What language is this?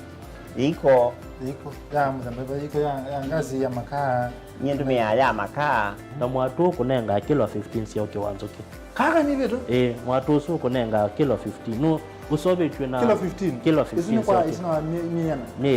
Kamba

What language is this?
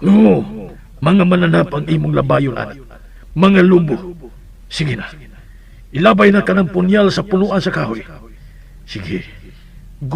Cebuano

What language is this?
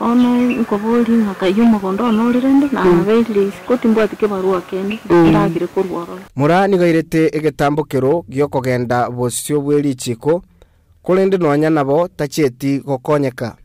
Gusii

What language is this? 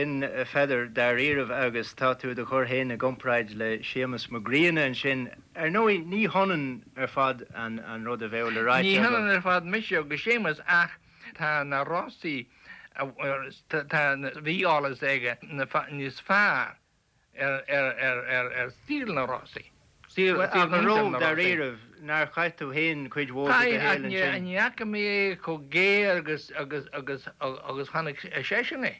Irish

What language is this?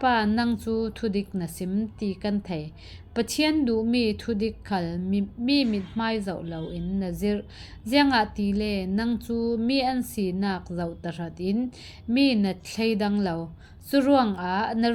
Falam Chin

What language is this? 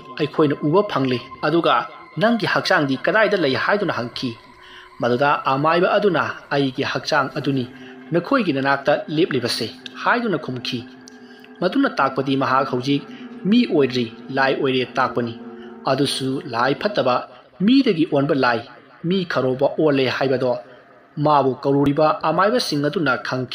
Manipuri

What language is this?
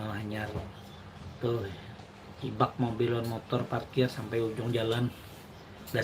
Banjar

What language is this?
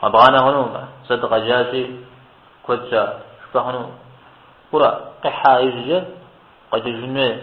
Kabardian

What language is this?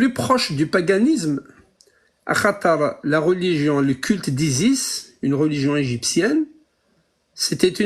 Kabyle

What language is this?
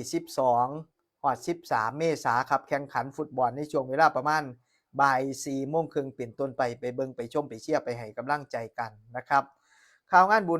Northeastern Thai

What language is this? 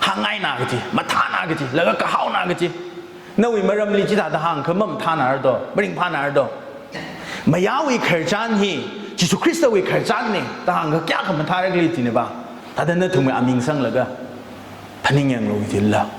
Tangkhul Naga (India)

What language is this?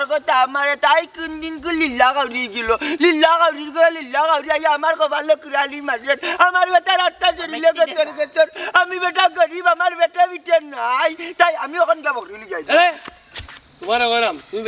Sylheti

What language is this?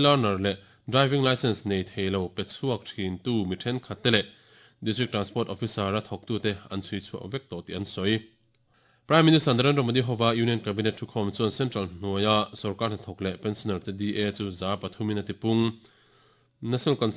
Mizo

